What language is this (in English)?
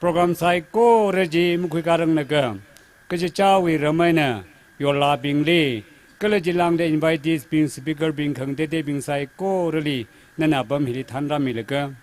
Tangkhul Naga (India)